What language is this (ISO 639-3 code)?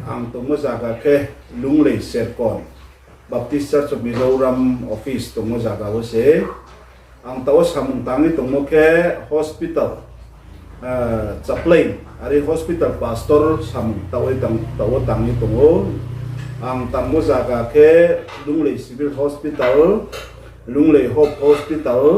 ria